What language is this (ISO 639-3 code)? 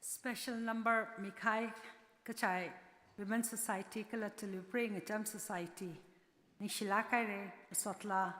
nmf